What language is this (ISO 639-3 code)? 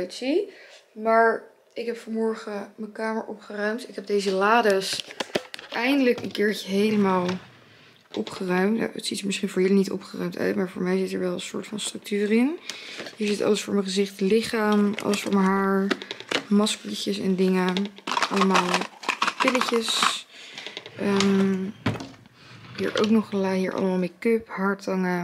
nld